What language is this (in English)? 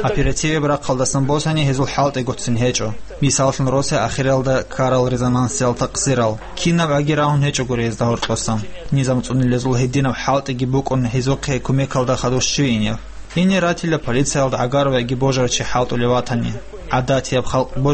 Avaric